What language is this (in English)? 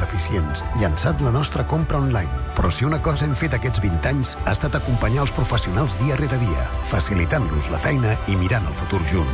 Catalan